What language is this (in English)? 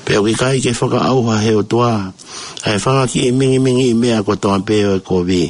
Tongan